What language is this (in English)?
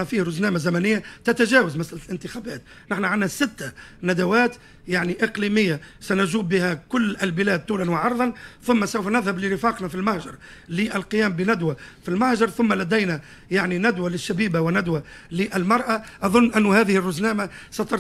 Tunisian Arabic